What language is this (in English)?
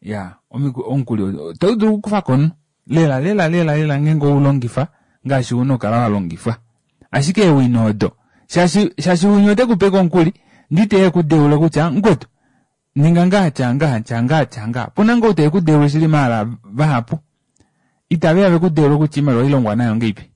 Kuanyama